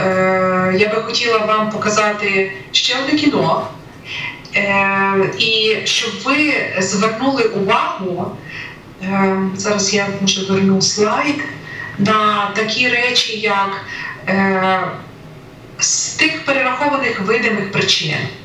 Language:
Ukrainian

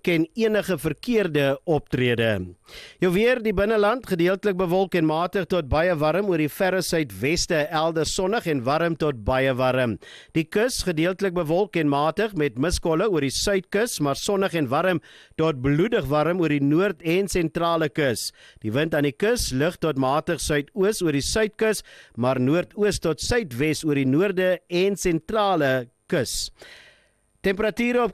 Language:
Afrikaans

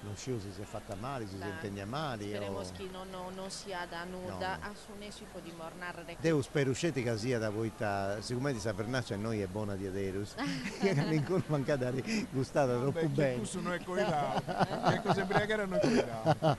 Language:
Sardinian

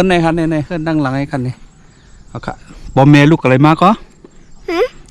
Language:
Shan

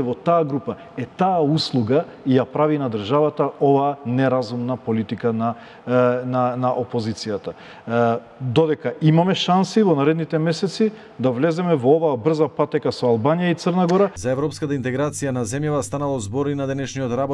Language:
Macedonian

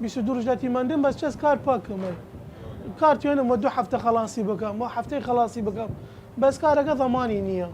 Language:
Southern Kurdish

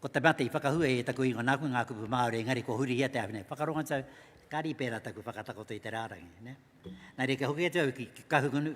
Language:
Māori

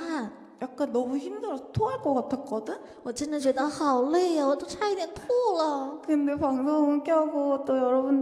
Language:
Korean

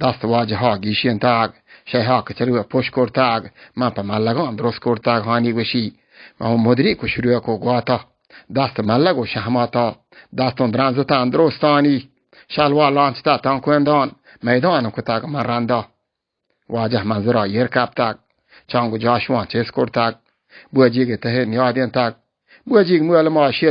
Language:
Baluchi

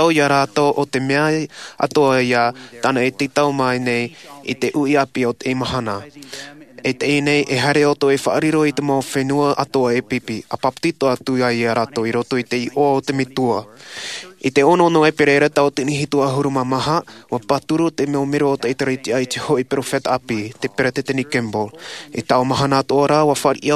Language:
Tahitian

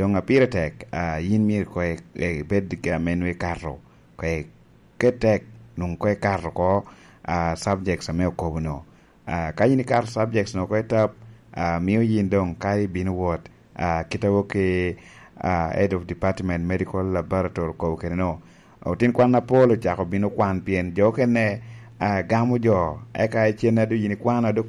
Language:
Lango (Uganda)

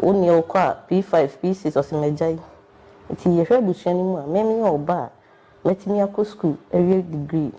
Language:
Akan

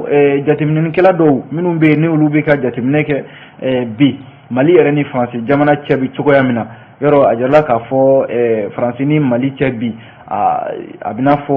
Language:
Bambara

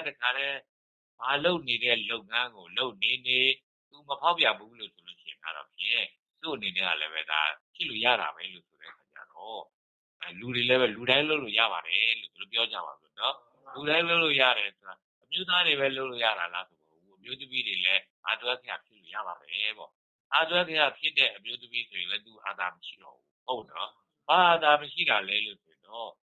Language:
Burmese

